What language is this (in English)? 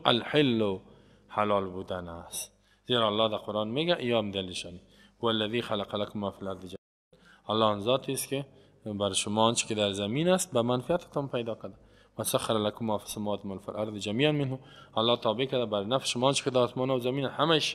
Persian